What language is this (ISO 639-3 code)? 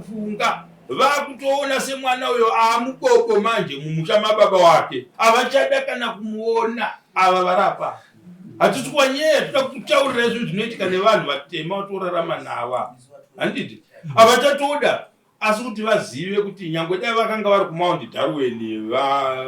sna